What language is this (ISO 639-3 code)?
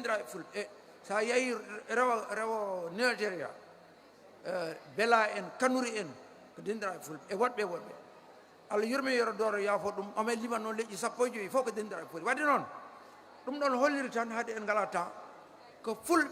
ful